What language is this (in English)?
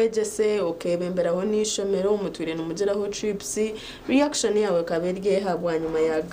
Nyankole